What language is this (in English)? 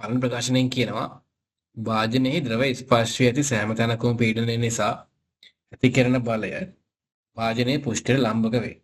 Sinhala